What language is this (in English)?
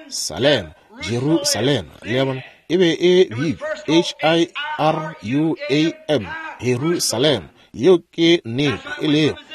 Northern Sotho